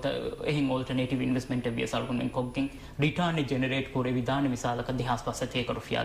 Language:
Divehi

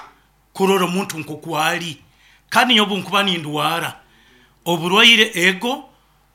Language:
Nyoro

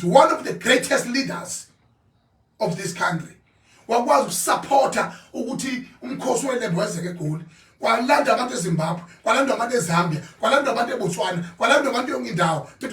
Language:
Zulu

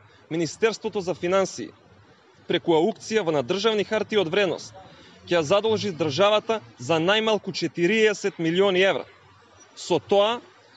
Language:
Macedonian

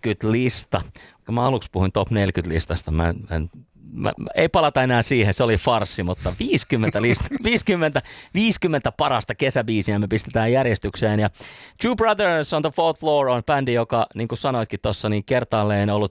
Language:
Finnish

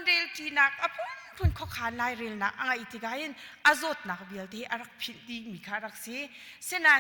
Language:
Hakha Chin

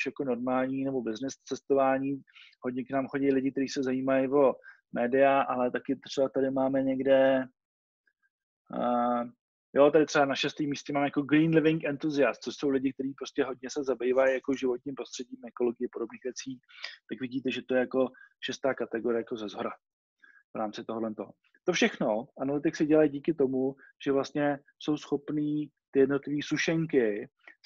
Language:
Czech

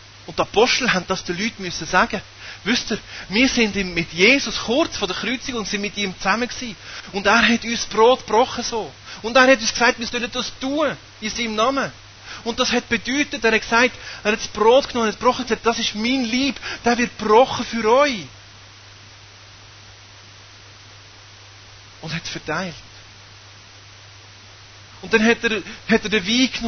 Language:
German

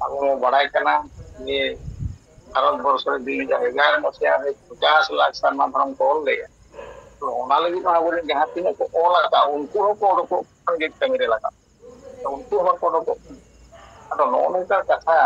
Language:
Santali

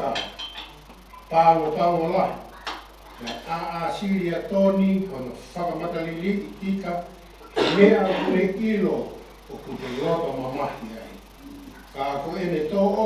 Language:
Tongan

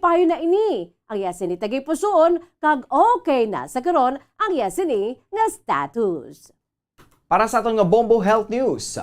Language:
Hiligaynon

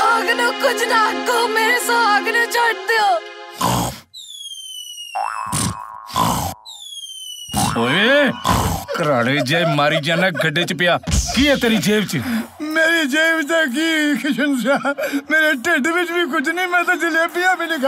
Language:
Punjabi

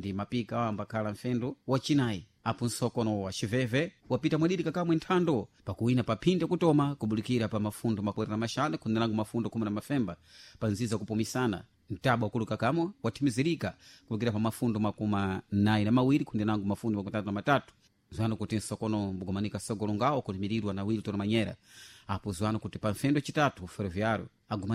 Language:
Sena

